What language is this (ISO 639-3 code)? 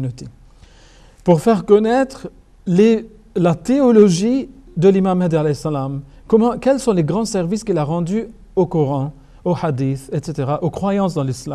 fra